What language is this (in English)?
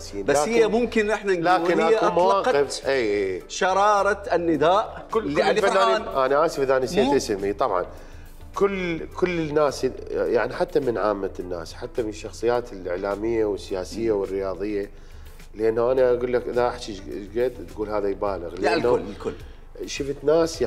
Mesopotamian Arabic